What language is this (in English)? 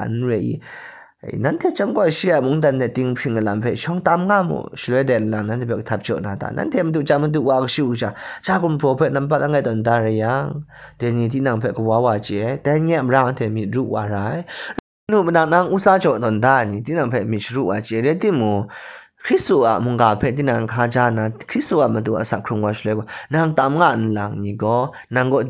Kachin